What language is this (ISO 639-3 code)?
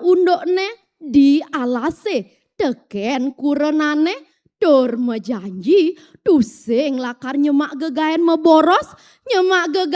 ban